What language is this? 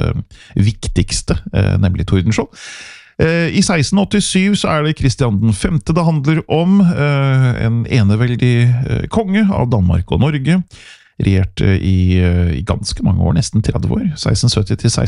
Norwegian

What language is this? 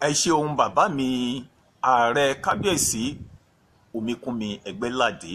Yoruba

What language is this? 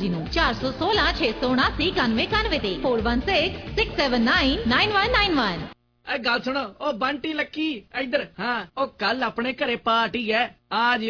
Punjabi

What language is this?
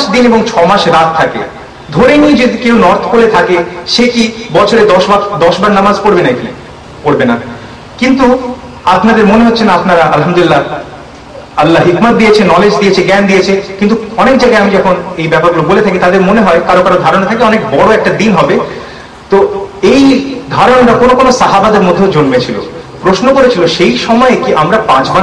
Bangla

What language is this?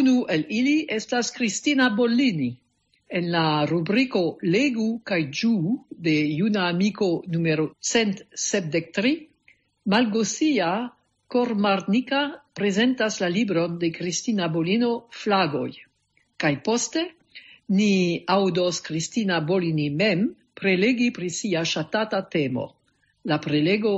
Esperanto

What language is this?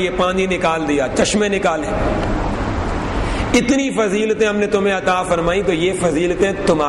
Urdu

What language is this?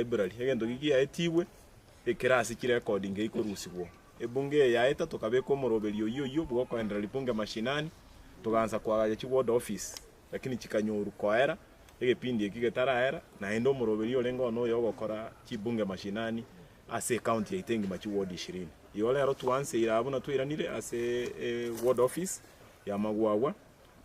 Gusii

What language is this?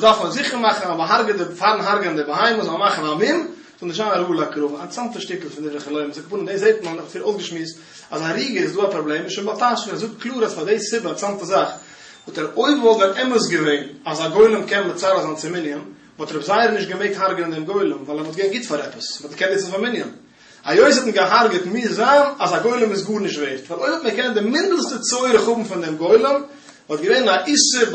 Yiddish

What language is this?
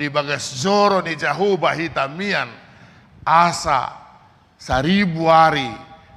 Batak Toba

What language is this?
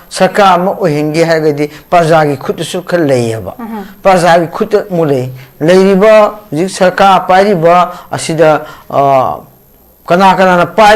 Manipuri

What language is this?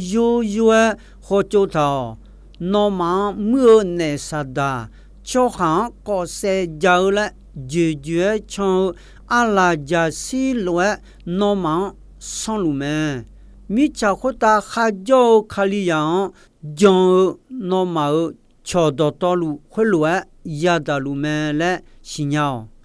Akha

